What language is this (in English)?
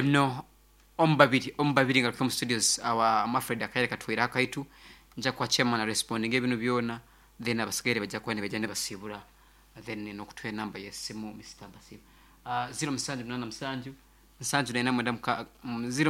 Nyankole